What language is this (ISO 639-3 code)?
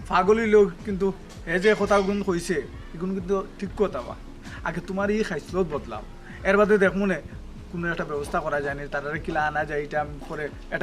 syl